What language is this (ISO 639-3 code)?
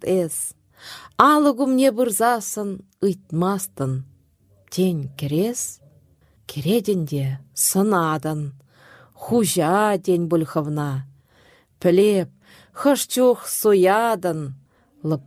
chv